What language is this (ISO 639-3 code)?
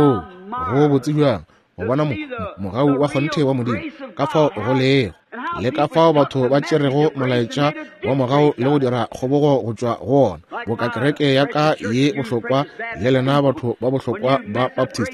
nso